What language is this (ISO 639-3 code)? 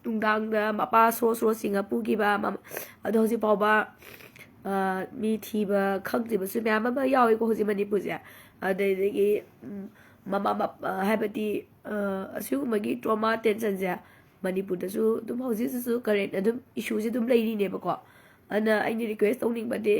mni